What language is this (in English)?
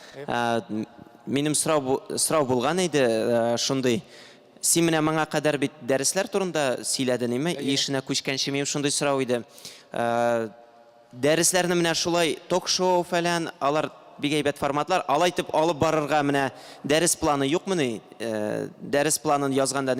Tatar